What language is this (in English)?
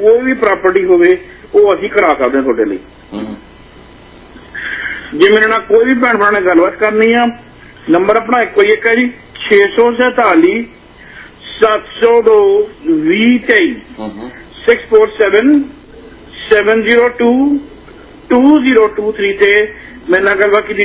Punjabi